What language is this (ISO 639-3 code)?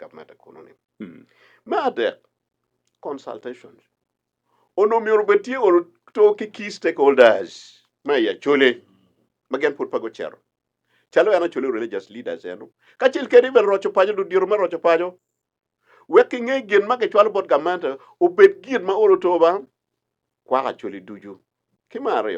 ach